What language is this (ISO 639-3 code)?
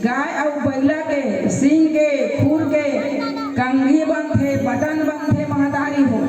hne